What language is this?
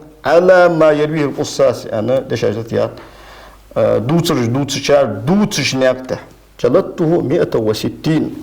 Ingush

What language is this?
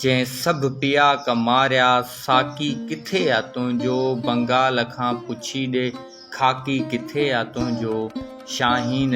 Sindhi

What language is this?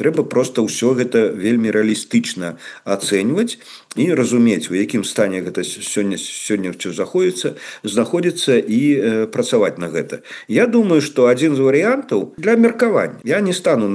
Belarusian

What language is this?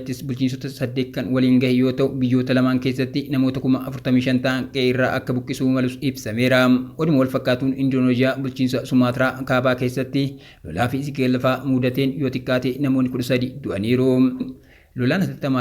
Oromo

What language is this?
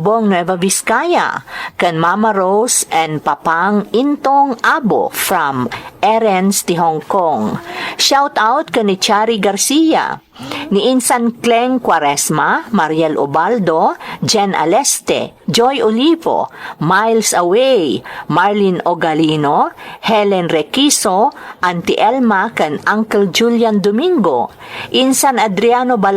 Iloko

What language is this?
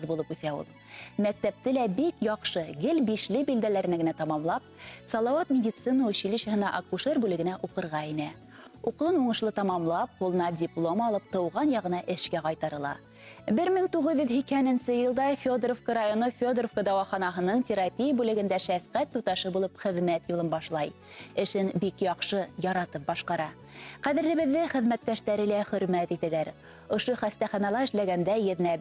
Bashkir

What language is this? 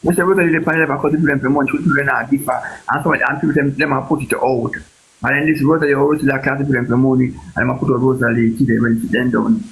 Jamaican Creole English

